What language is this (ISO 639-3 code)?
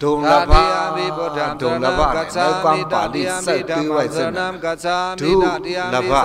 shn